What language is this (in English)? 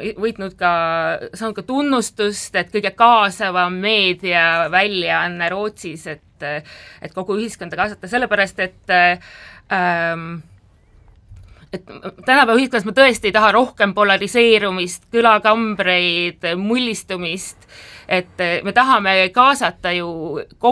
Estonian